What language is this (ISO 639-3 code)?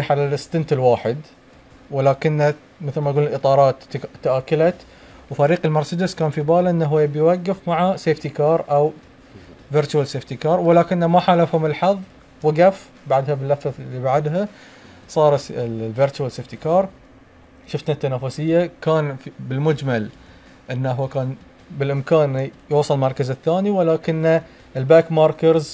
afb